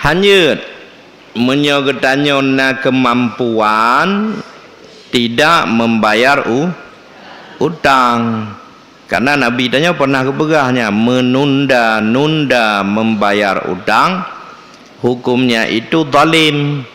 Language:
Achinese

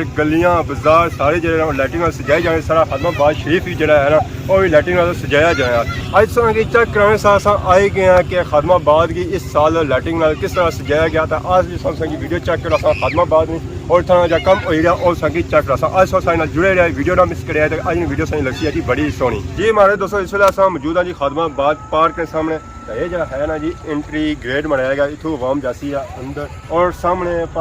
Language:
Pahari-Potwari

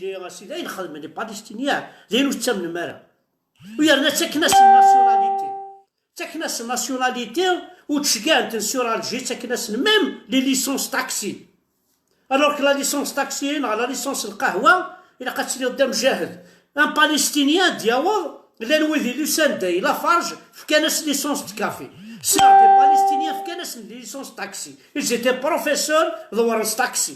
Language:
Kabyle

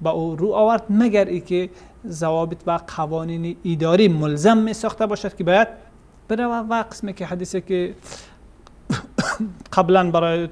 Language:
Persian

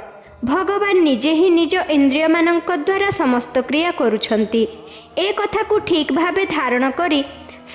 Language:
Odia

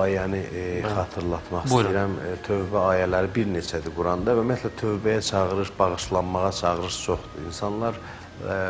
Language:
Azerbaijani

